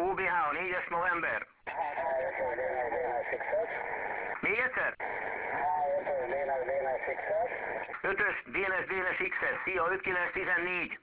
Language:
Hungarian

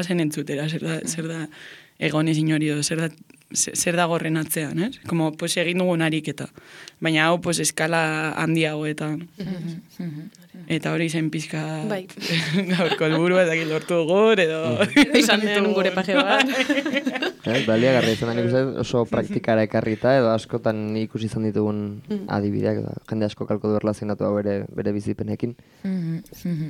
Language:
Basque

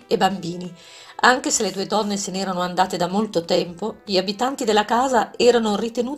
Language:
Italian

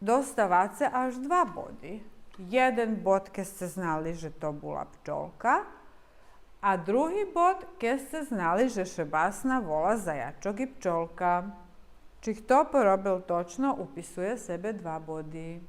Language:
Rusyn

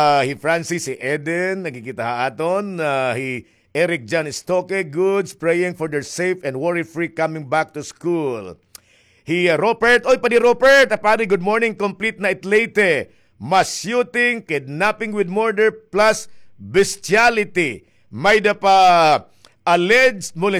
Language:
Waray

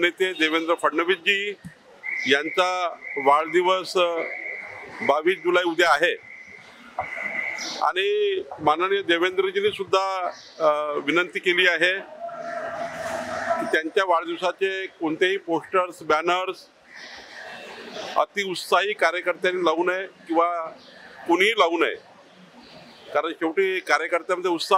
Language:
Marathi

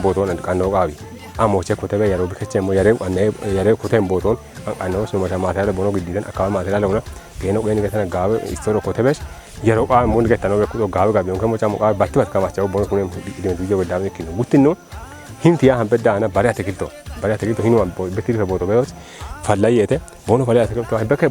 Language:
Kafa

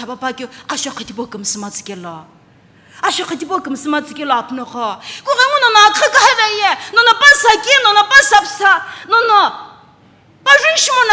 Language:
Sumi Naga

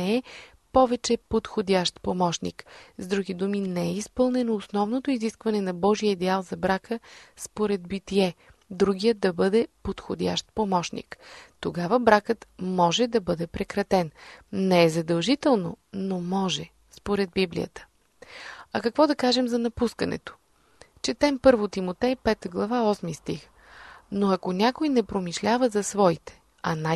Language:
Bulgarian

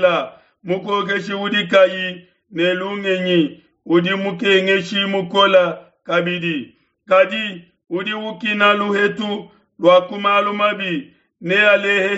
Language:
Luba-Lulua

